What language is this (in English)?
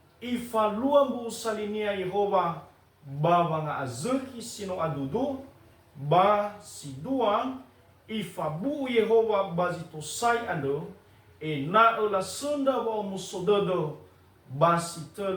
Nias